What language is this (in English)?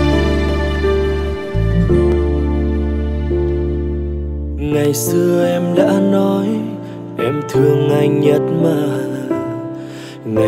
Vietnamese